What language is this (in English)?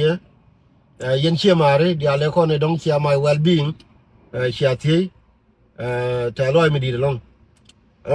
Nuer